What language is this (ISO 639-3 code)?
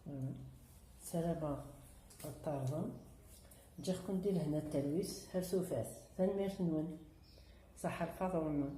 kab